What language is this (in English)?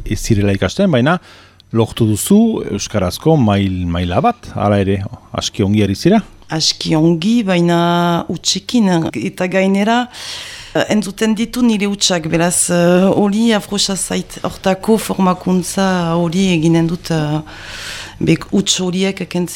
Basque